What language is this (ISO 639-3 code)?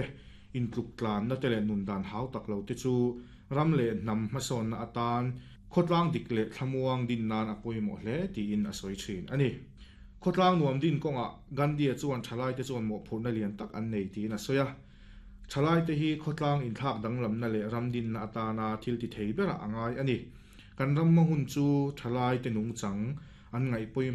lus